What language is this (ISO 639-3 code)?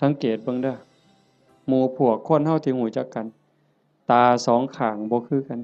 tts